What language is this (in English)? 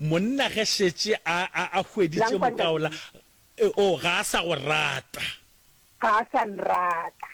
Northern Sotho